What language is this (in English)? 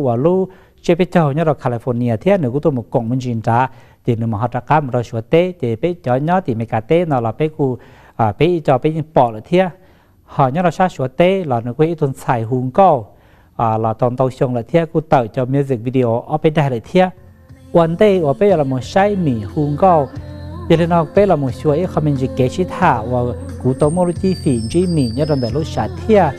Hmong